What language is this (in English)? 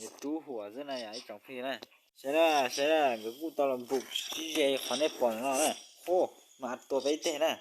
Hmong